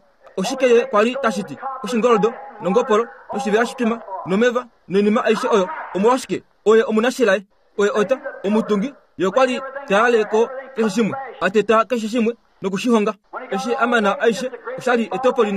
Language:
Kuanyama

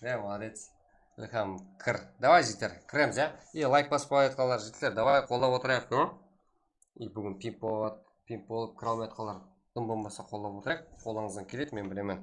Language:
Kara-Kalpak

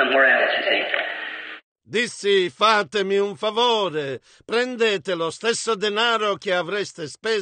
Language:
Italian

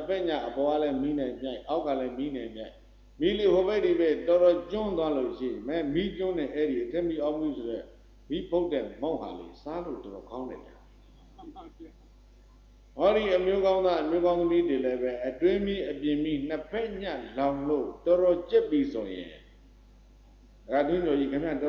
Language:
Burmese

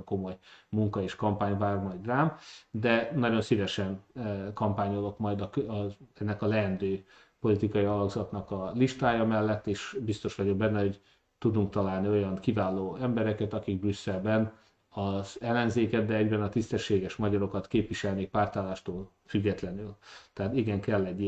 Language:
Hungarian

